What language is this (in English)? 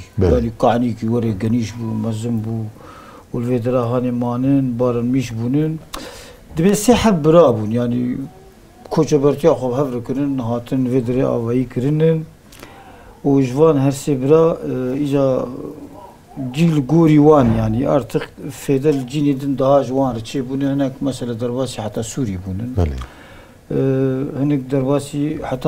Kurdish